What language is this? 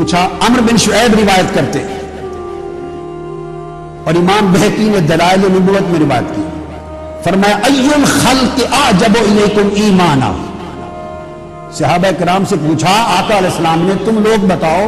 Urdu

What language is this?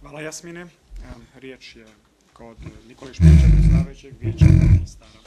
Bosnian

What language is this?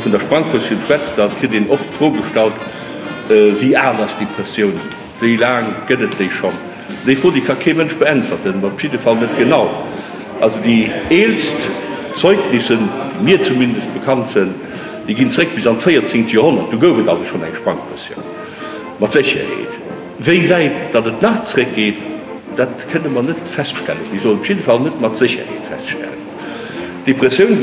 Luxembourgish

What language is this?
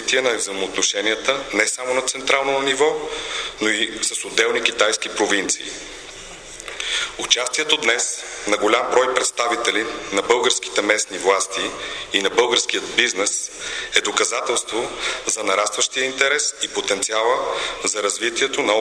Bulgarian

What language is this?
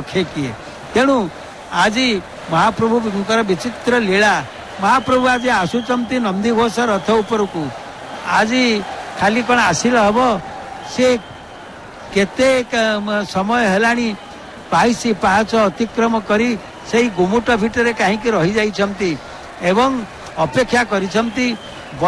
Odia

